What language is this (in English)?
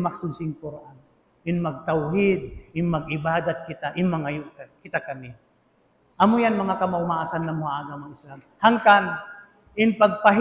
Tausug